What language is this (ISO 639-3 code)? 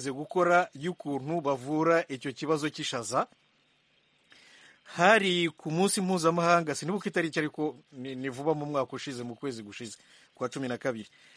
kin